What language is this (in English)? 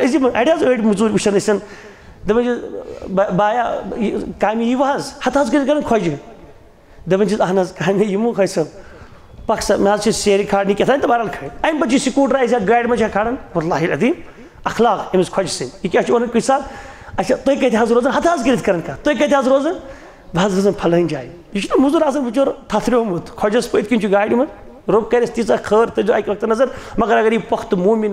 Kashmiri